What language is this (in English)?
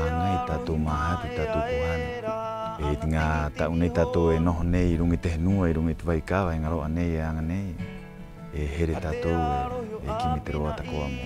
Rapanui